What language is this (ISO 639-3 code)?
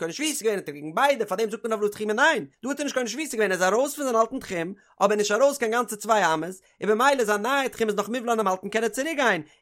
yid